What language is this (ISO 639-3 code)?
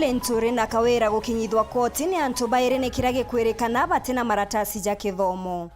mer